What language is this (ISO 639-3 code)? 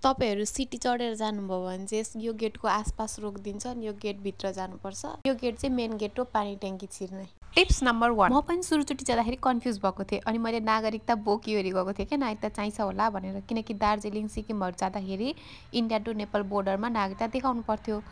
nep